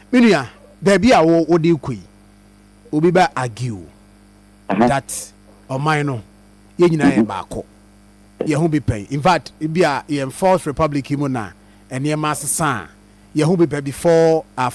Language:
Akan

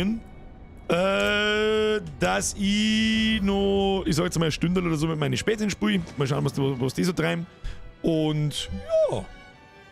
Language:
Bavarian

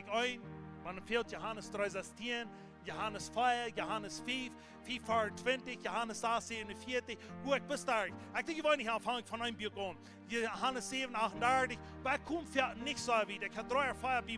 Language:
Plautdietsch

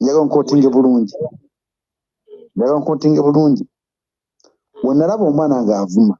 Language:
Ganda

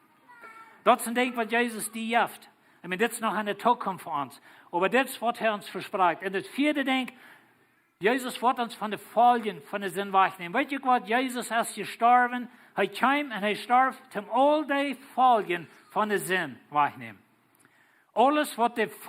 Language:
Plautdietsch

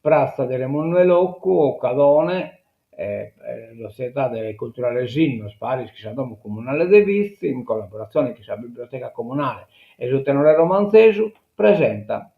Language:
Sardinian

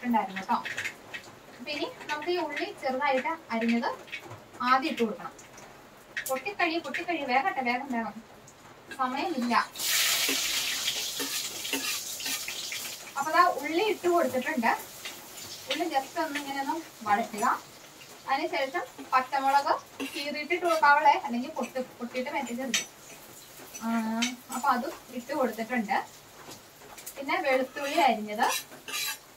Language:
Malayalam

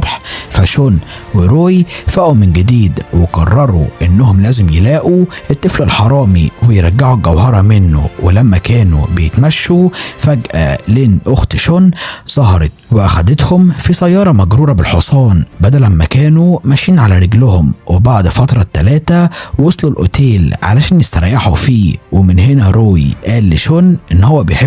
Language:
Egyptian Arabic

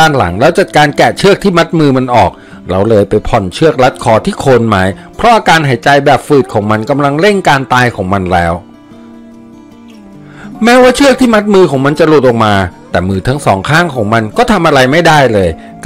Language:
Thai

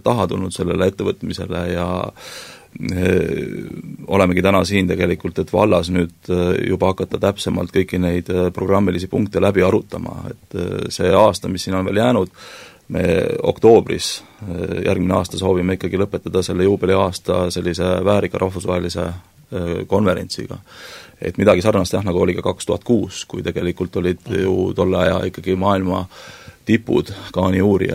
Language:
Estonian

